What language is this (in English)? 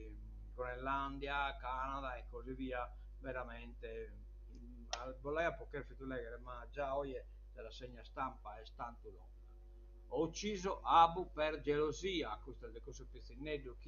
Sardinian